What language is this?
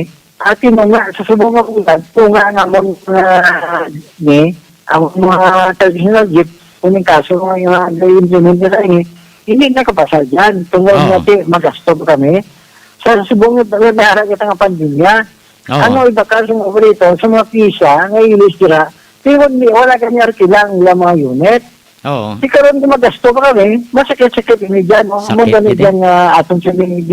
Hiligaynon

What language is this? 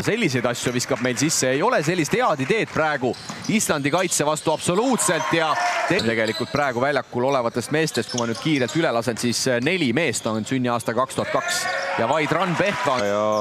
Estonian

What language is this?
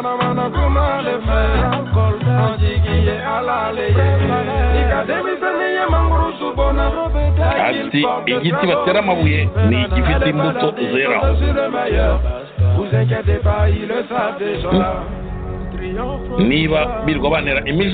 Kinyarwanda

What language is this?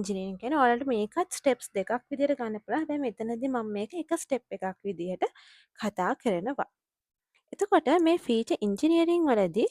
Sinhala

